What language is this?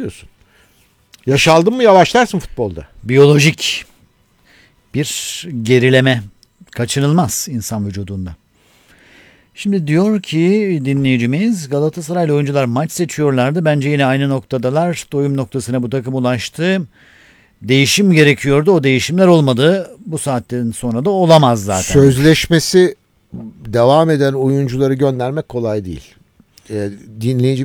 Turkish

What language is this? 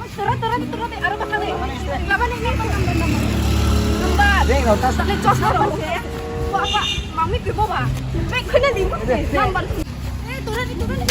Riang (India)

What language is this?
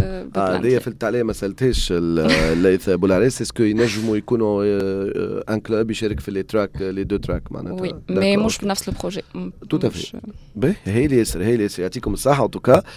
Tunisian Arabic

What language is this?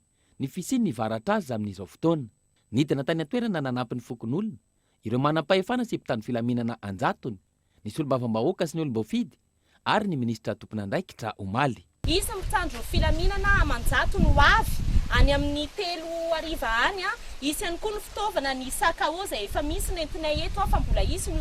Malagasy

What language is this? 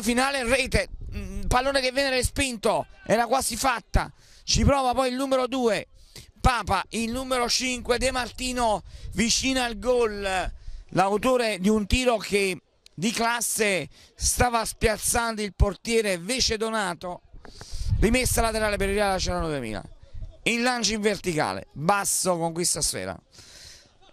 Italian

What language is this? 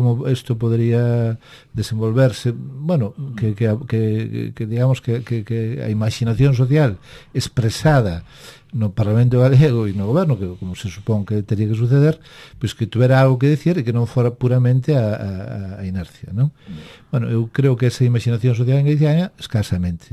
Galician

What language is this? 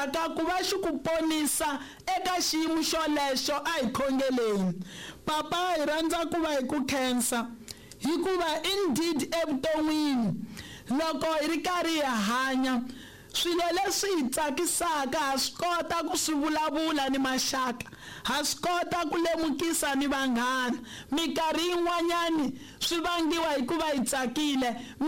Tsonga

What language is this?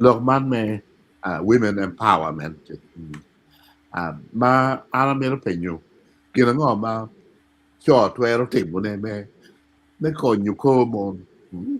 Acoli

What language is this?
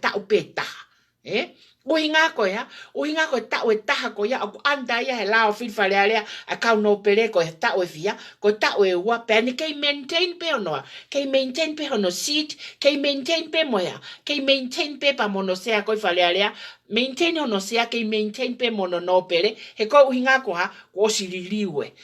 Tongan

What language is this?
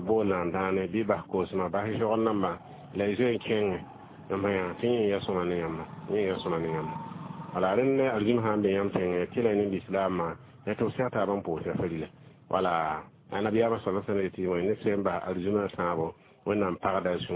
Mossi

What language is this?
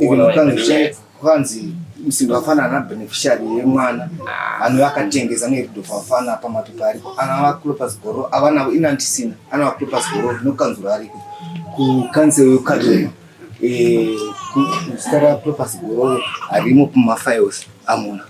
Shona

